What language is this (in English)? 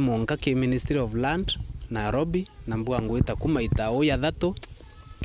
Meru